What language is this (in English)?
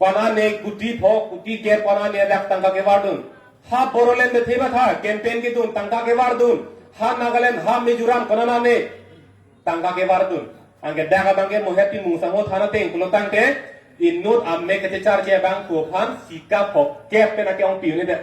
Karbi